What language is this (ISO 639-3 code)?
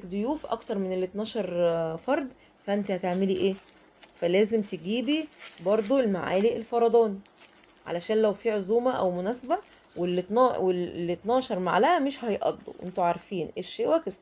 arz